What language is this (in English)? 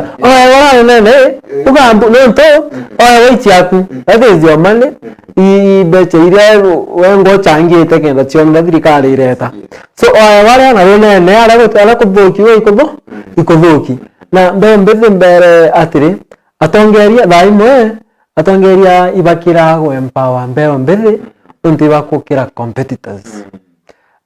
Meru